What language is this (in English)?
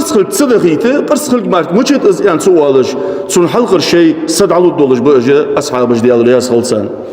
Ingush